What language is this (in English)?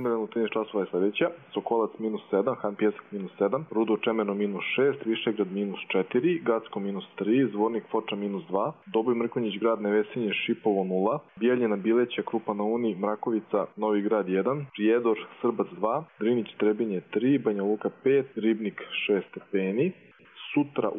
Croatian